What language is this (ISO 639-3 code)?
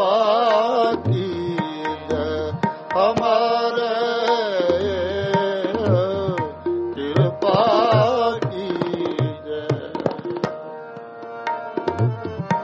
pan